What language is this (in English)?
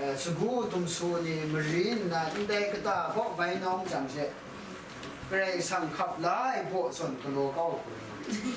Kachin